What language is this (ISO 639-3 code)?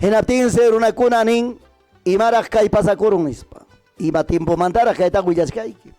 quy